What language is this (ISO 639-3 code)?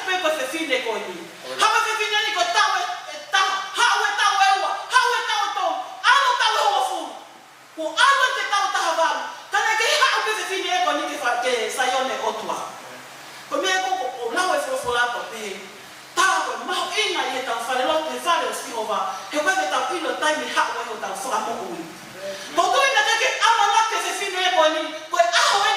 ton